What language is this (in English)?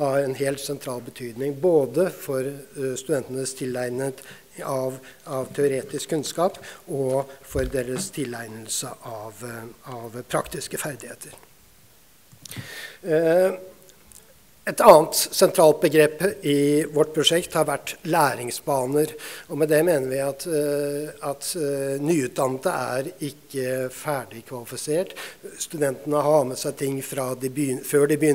Norwegian